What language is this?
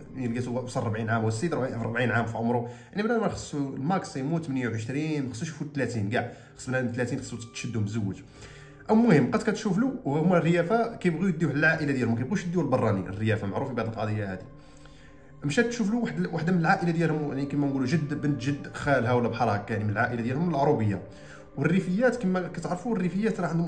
Moroccan Arabic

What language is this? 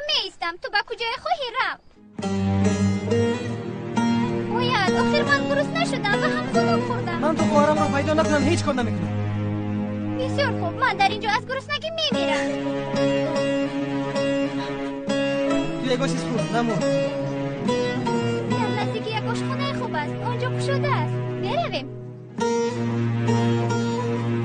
Tajik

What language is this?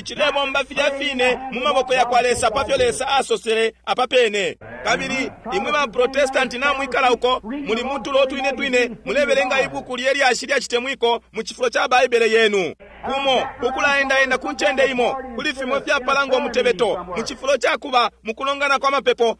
Bemba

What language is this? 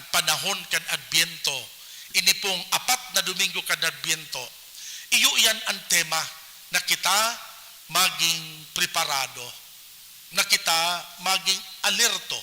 Bikol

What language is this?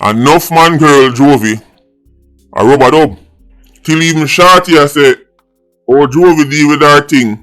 Jamaican Creole English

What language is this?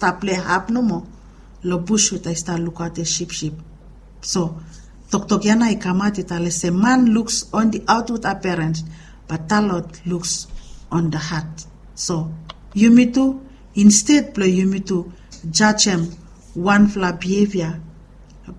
Bislama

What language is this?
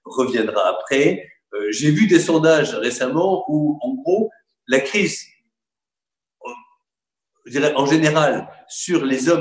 French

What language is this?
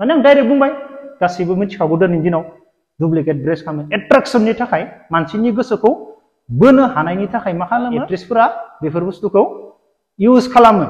Bodo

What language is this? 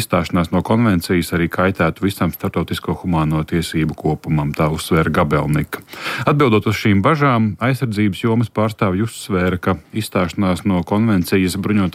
Latvian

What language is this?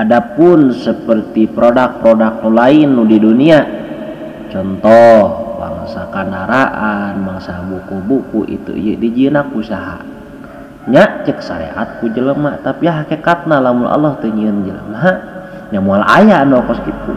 Sundanese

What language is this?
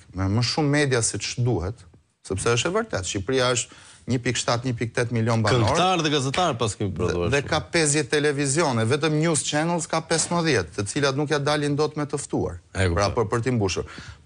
Albanian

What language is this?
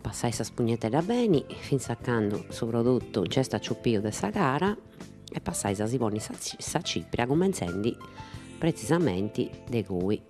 Sardinian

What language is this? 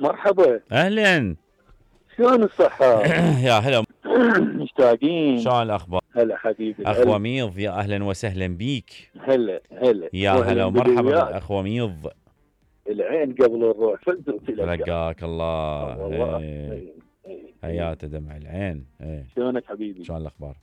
Mesopotamian Arabic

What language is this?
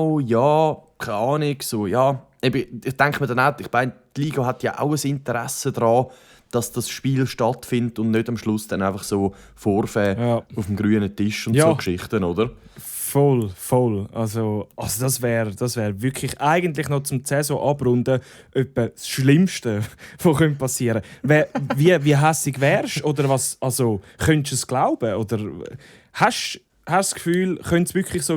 Swiss German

